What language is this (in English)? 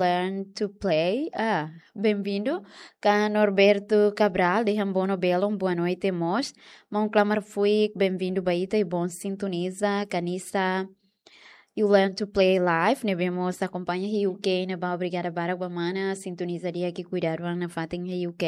Tetum